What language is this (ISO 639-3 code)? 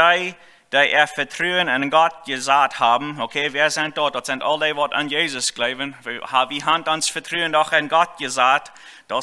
pdt